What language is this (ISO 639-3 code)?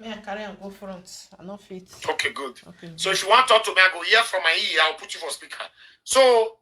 pcm